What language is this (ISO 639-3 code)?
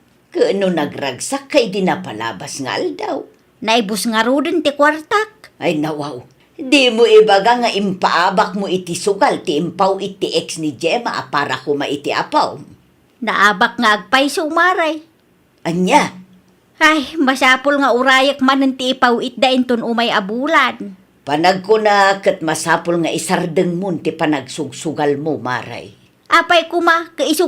ilo